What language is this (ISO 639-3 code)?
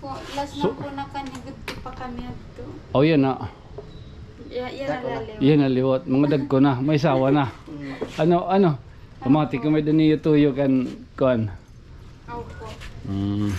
war